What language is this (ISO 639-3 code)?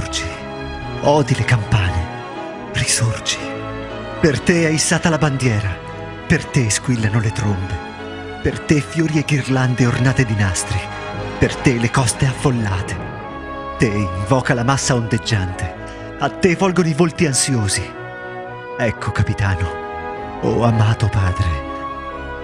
ita